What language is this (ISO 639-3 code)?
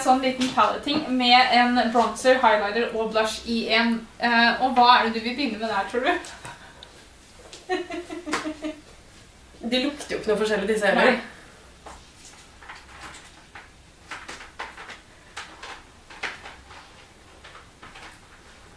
nor